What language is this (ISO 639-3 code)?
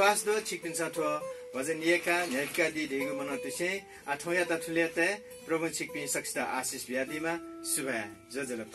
new